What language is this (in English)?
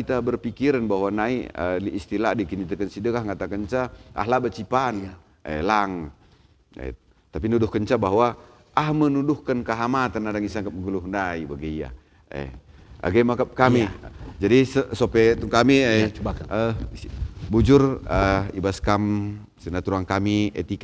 Batak Karo